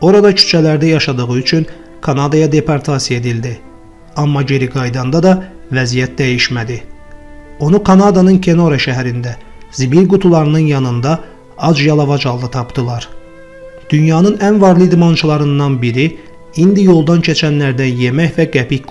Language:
Azerbaijani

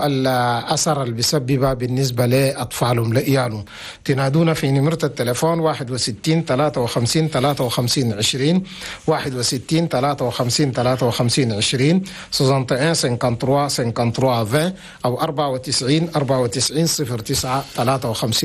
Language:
Chadian Arabic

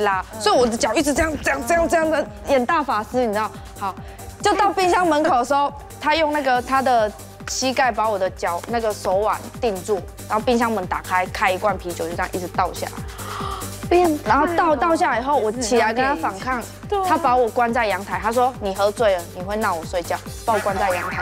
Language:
Chinese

